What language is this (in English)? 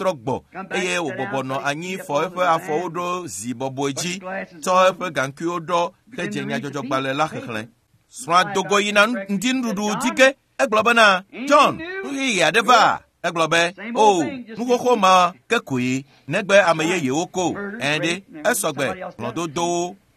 Ewe